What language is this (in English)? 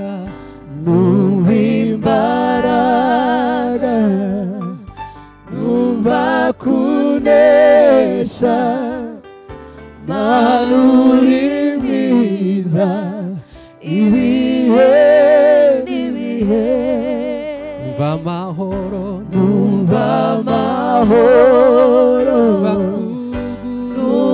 Kinyarwanda